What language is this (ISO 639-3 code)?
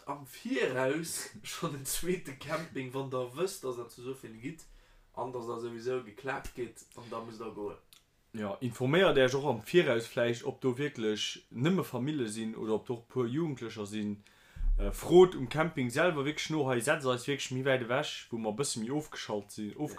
ltz